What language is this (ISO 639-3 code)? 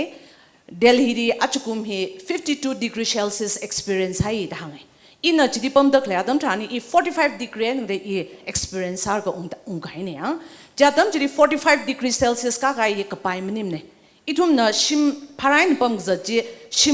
nmf